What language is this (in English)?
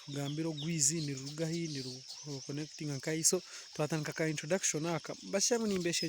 Nyankole